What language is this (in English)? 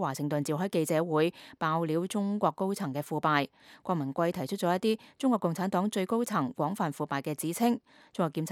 Cantonese